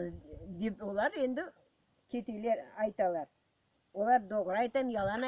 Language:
Crimean Tatar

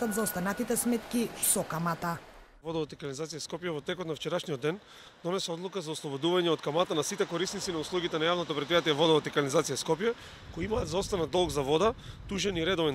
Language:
Macedonian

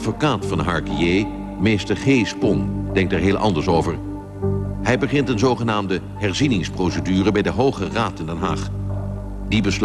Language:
Dutch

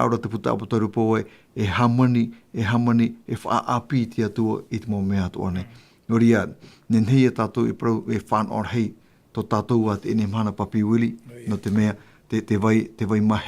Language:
Tahitian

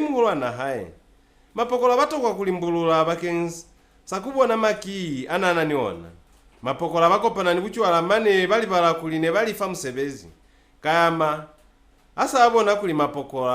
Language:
Lozi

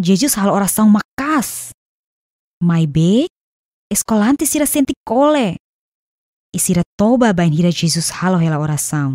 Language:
Tetum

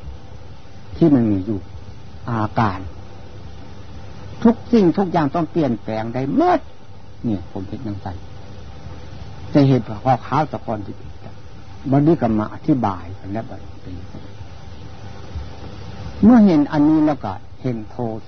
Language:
Thai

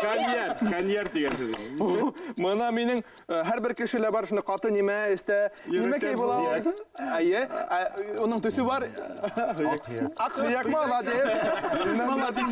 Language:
Bashkir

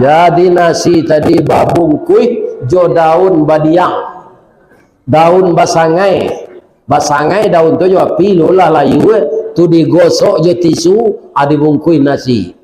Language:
Minangkabau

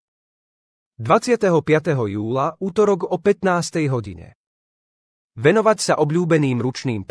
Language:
Slovak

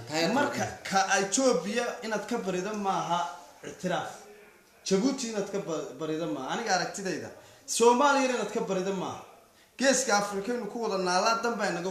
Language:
Somali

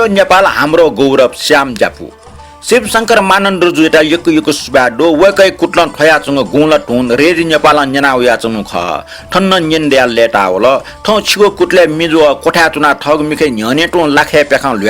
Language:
Newari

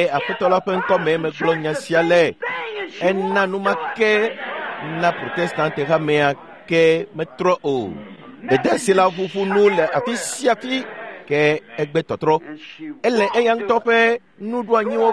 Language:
Ewe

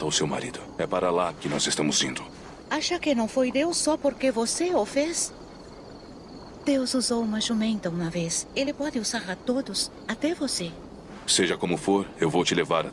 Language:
Portuguese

